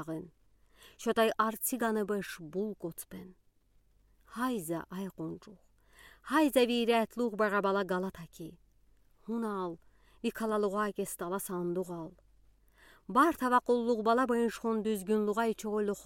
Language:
Udi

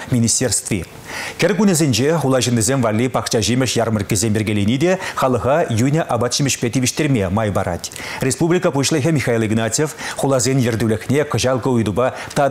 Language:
Chuvash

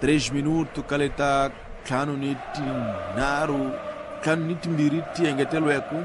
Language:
Tsonga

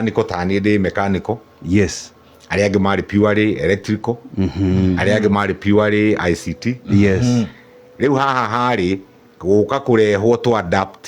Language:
Kikuyu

